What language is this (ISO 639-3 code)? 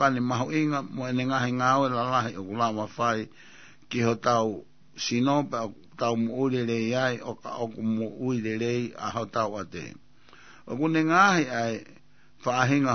ton